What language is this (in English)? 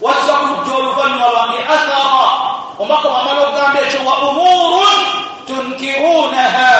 Ganda